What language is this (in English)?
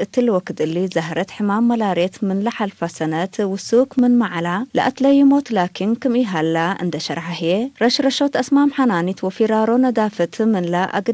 Tigre